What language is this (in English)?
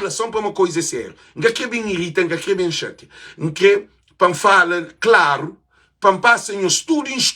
Kabuverdianu